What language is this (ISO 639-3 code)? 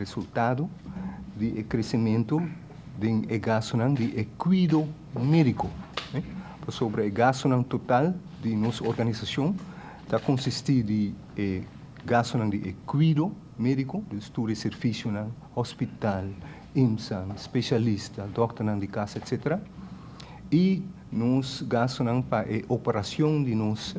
pap